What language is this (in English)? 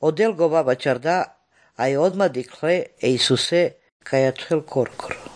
Croatian